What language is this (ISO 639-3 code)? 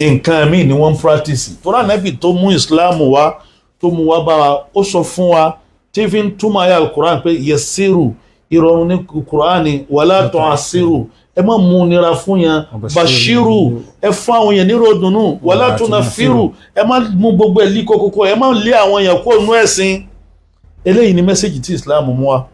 yor